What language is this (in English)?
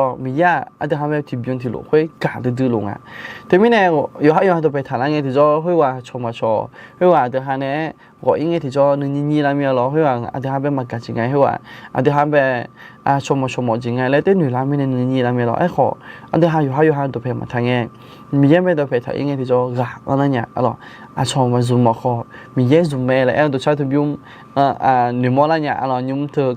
Akha